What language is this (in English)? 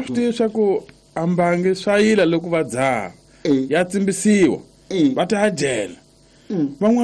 Tsonga